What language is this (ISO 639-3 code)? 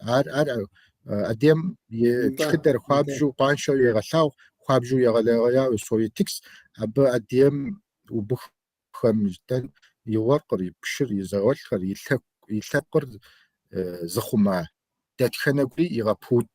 kbd